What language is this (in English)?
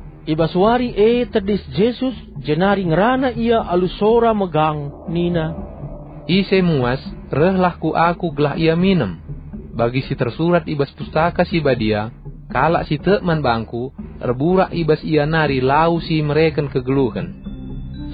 Batak Karo